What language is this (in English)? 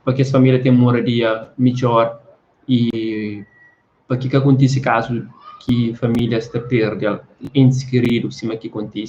Kabuverdianu